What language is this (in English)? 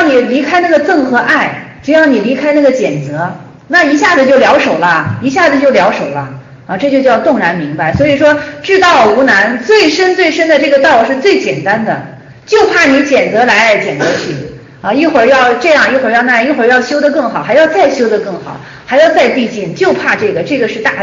Chinese